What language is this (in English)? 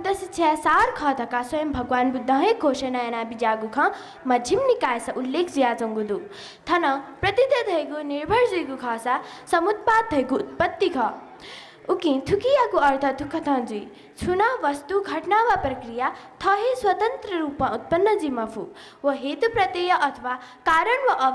Newari